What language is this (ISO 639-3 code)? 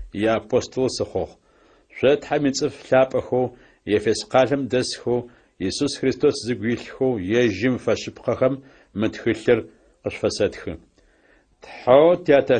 ady